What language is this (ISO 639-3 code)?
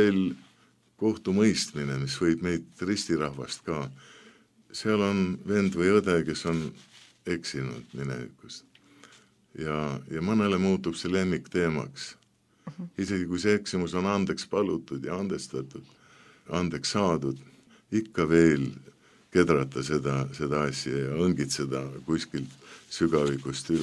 est